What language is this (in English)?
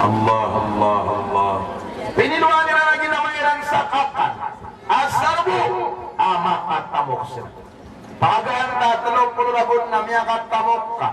Maranao